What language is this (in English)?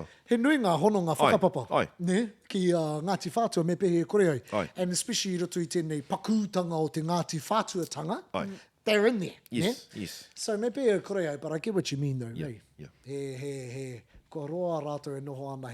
Māori